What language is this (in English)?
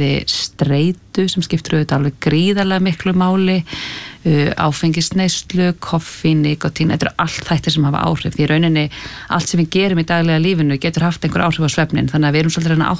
Icelandic